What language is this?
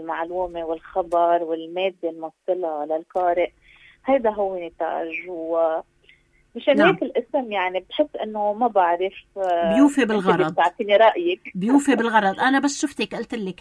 North Levantine Arabic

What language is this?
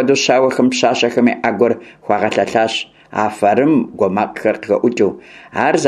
Kabardian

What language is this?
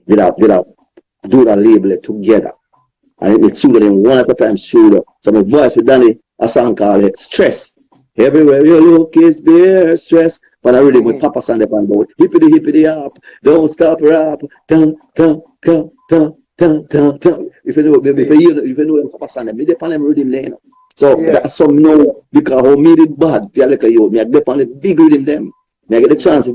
Jamaican Creole English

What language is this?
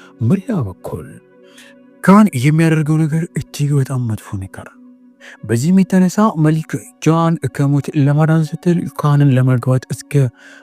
Amharic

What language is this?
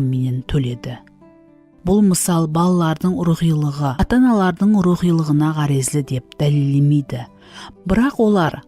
Kara-Kalpak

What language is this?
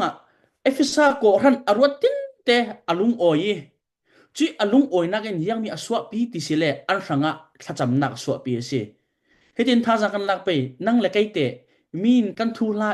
Falam Chin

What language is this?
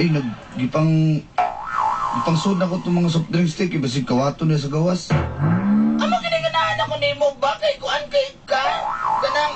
Cebuano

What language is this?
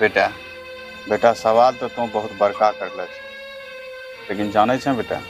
Angika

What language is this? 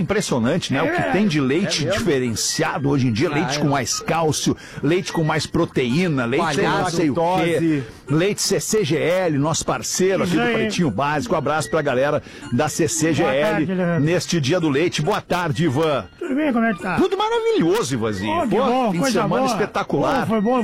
Portuguese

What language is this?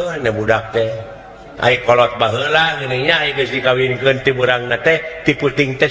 Sundanese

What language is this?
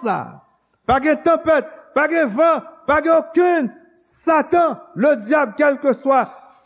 Haitian Creole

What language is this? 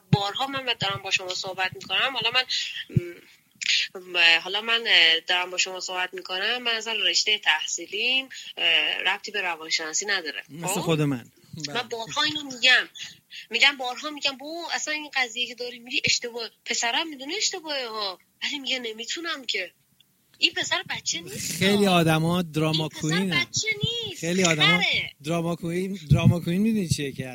Persian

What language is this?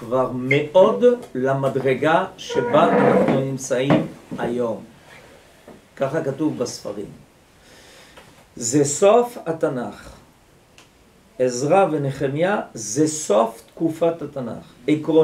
Hebrew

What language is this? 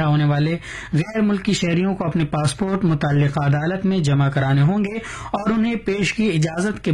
Urdu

